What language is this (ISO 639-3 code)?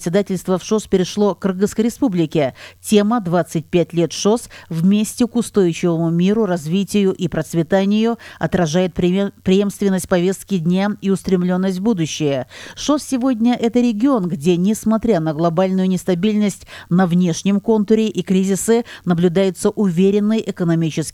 rus